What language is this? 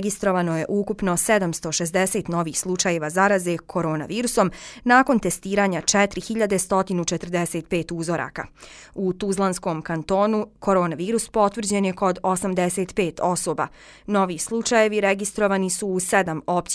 Bosnian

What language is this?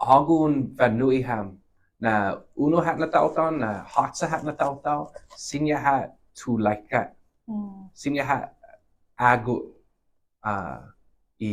Chamorro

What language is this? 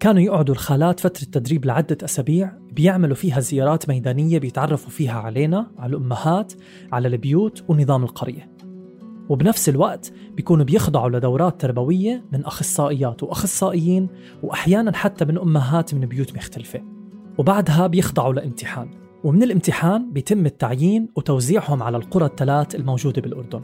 North Levantine Arabic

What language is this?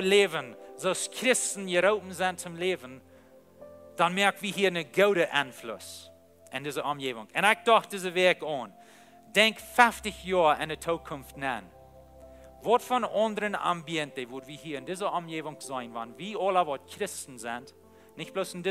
Plautdietsch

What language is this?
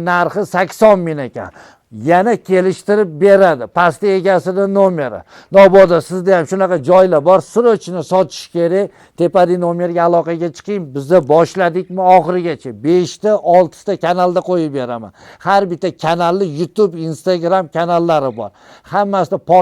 Uzbek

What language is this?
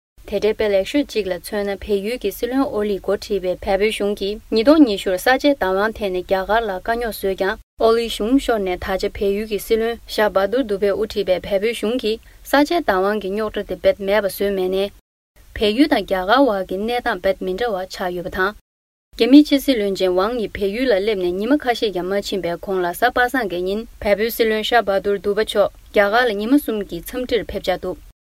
Tibetan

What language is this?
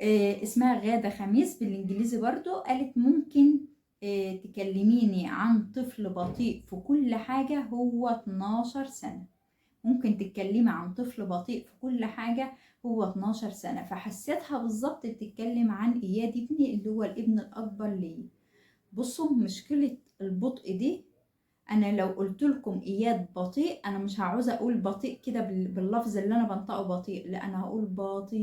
Egyptian Arabic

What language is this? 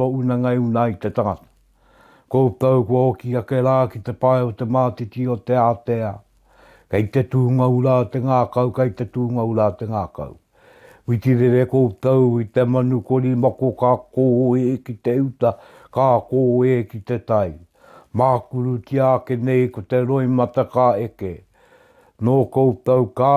Māori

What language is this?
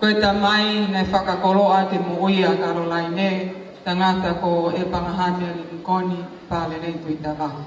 Tongan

